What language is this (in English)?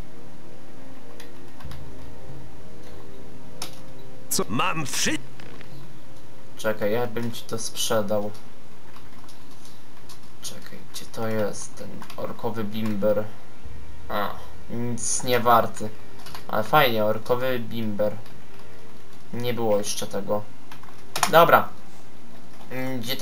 Polish